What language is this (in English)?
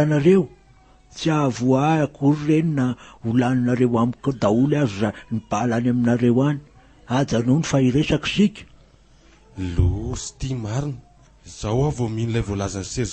Malagasy